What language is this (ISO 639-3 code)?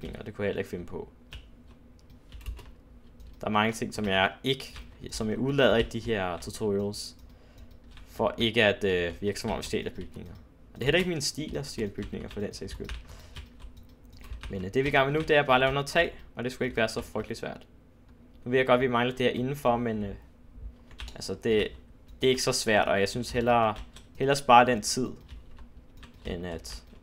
dan